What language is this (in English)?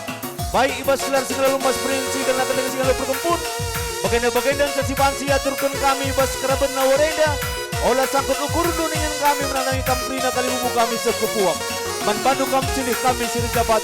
Batak Karo